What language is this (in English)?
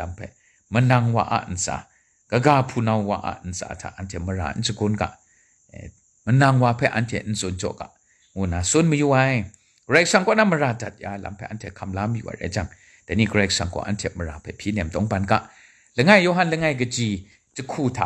Kachin